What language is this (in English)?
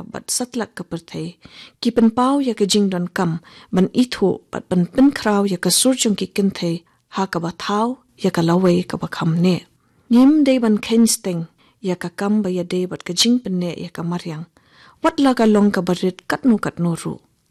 Khasi